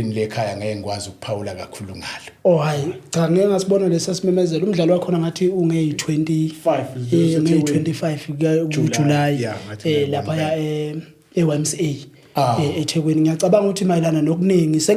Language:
Zulu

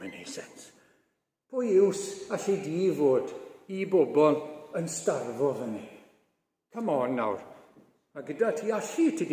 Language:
Welsh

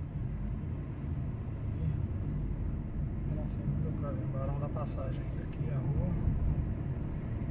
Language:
Portuguese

